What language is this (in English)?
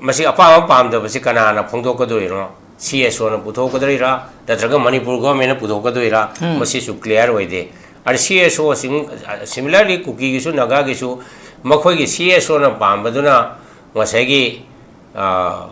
Manipuri